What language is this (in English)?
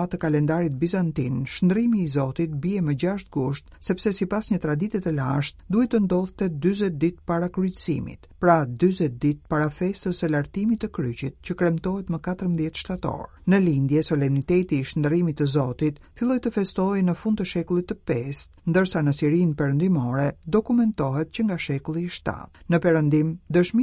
Albanian